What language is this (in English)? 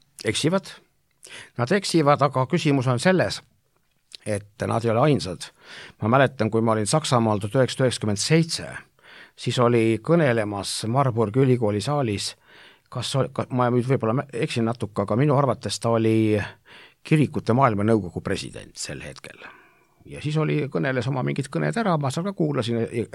Estonian